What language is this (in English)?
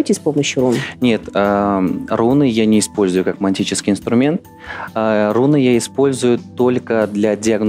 Russian